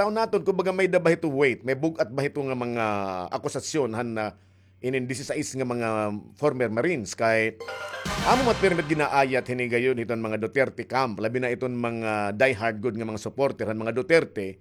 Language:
Waray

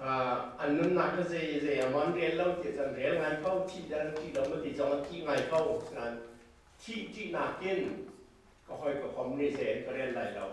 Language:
Hakha Chin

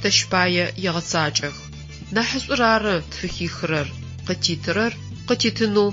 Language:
Adyghe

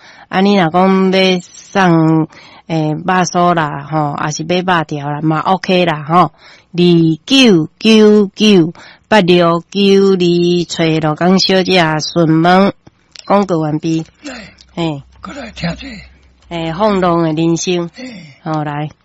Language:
Min Nan Chinese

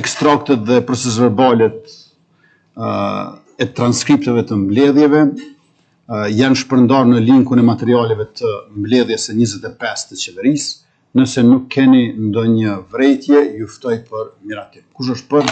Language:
Albanian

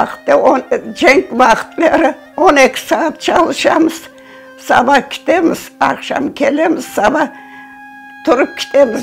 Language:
Crimean Tatar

